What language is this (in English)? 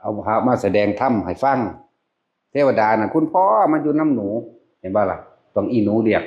Northeastern Thai